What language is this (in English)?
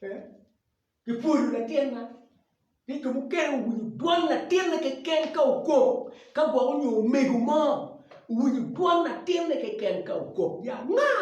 Acoli